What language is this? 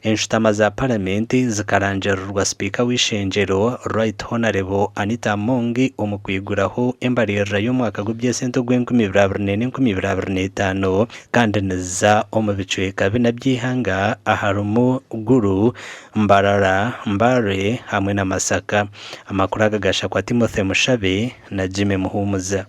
Nyankole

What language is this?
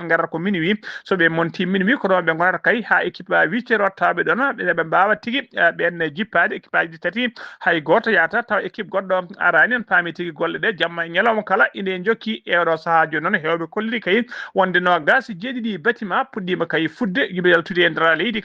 Fula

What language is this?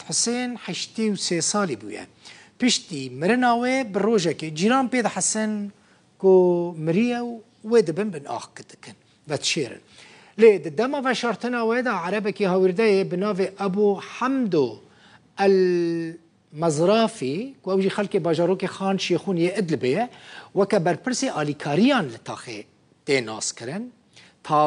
Kurdish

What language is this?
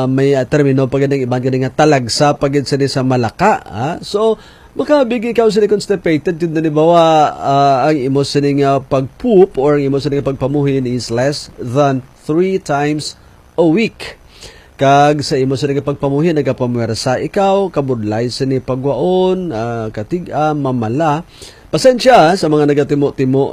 Hiligaynon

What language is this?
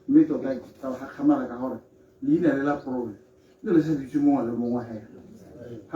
Tswana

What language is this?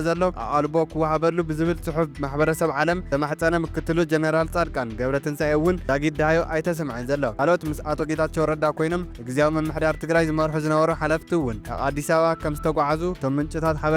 Tigrinya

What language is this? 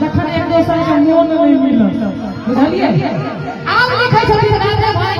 Maithili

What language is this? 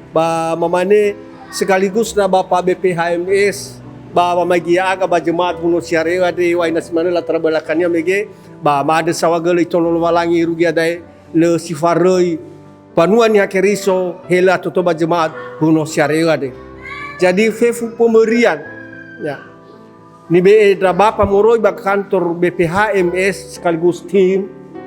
Nias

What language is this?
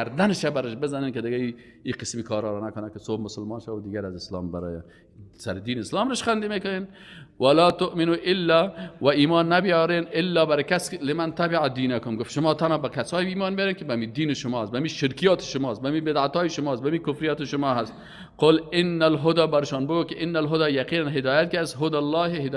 Persian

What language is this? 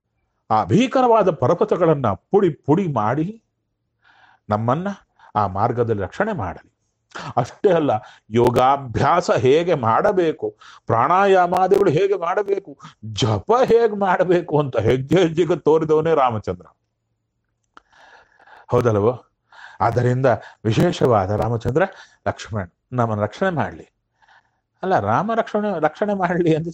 Kannada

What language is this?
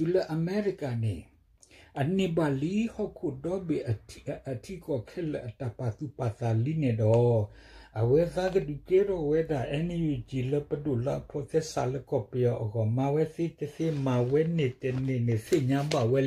S'gaw Karen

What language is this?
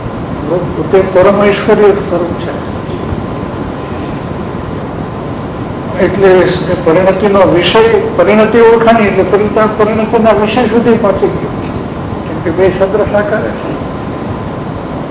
Gujarati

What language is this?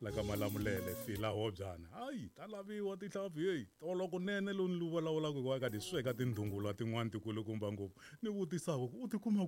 Tsonga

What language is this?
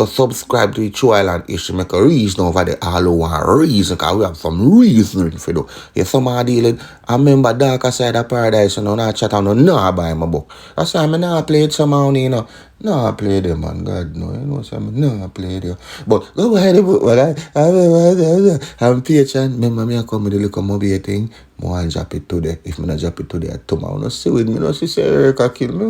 Jamaican Creole English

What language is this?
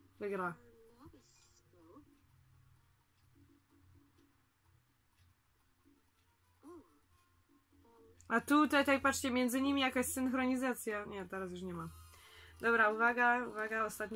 Polish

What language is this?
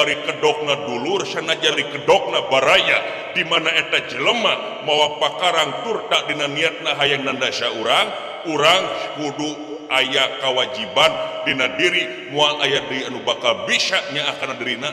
Sundanese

